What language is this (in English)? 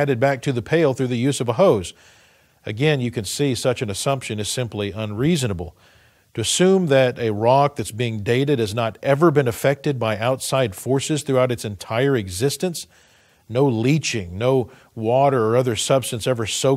English